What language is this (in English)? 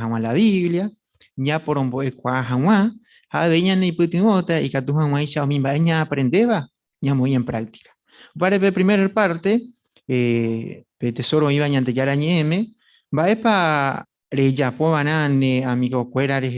Guarani